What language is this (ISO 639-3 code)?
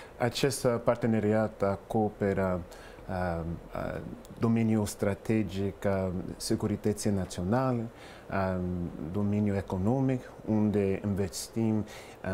ron